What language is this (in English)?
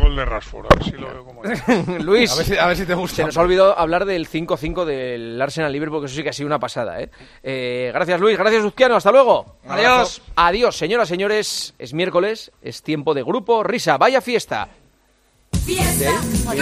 Spanish